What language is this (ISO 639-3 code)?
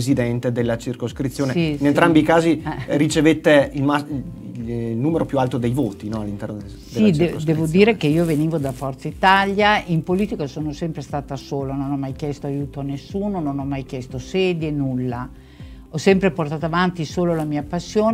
ita